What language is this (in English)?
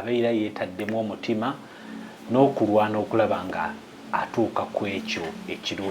Ganda